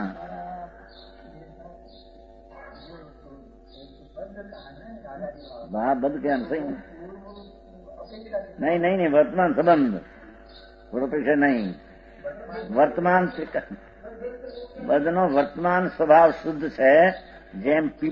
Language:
Gujarati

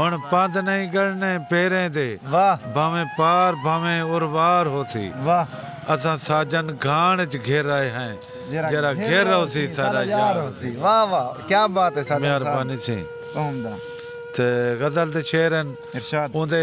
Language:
Saraiki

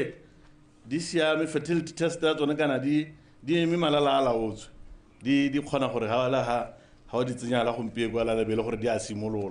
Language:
Tswana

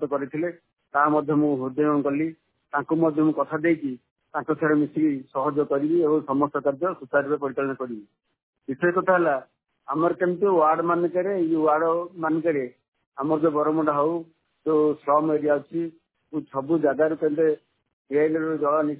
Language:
Odia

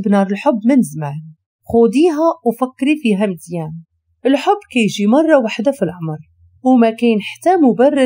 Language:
Moroccan Arabic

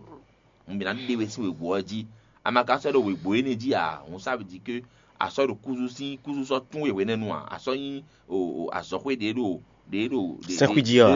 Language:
Fon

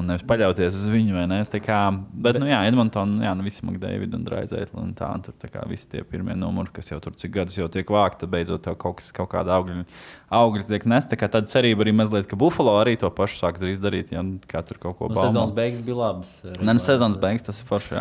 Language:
Latvian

